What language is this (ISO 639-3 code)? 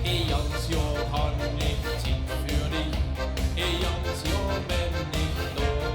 lim